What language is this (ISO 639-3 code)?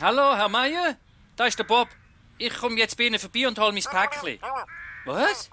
gsw